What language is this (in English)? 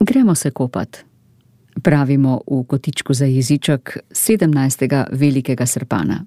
Slovenian